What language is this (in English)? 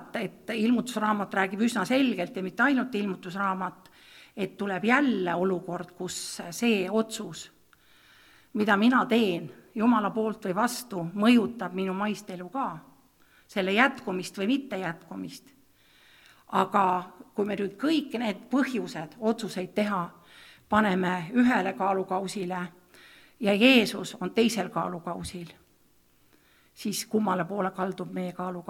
Estonian